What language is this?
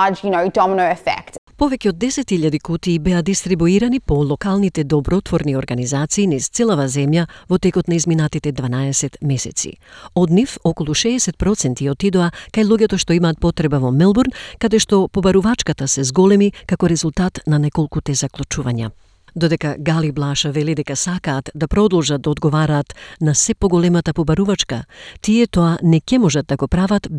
Macedonian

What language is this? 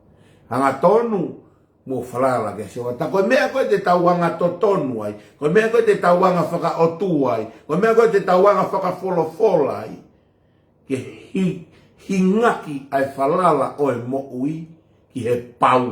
Tongan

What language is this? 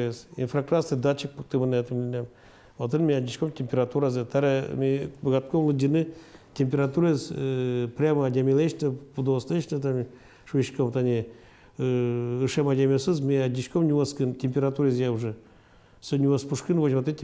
Udmurt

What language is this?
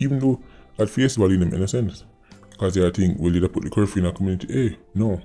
Jamaican Creole English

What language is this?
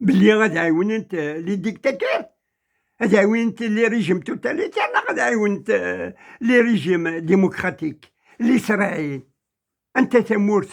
Kabyle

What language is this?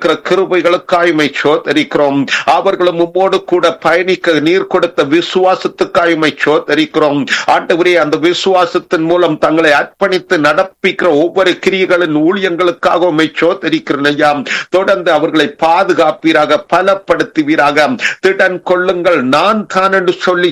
Tamil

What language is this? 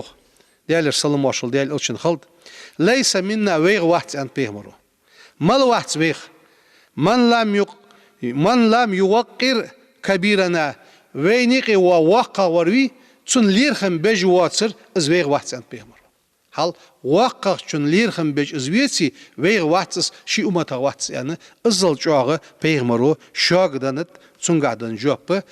Ingush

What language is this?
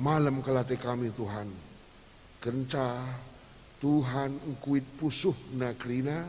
Batak Karo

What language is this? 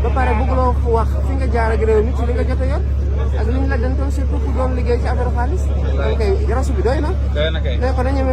Wolof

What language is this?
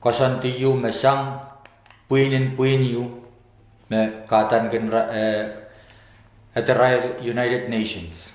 Pohnpeian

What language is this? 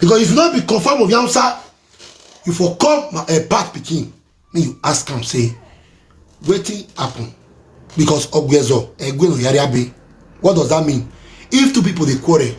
Nigerian Pidgin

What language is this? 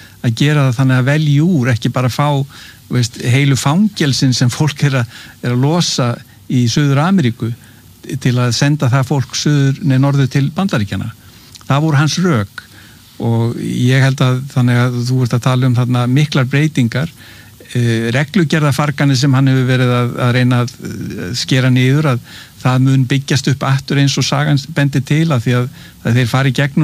Icelandic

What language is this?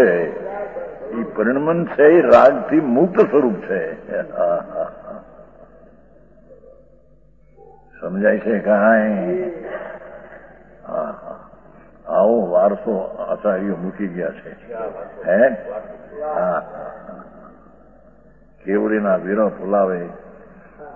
Gujarati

